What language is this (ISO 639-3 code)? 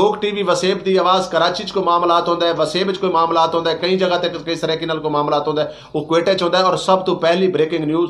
skr